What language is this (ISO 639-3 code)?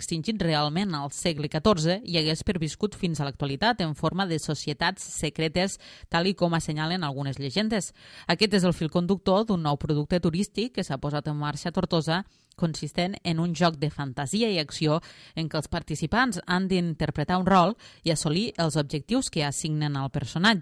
cat